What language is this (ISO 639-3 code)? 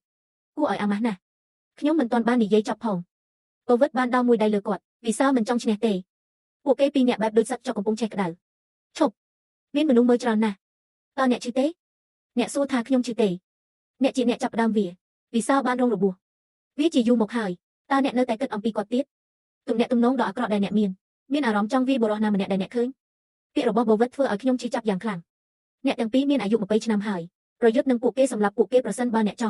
khm